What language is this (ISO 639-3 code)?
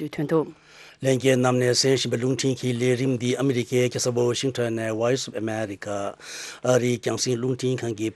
bod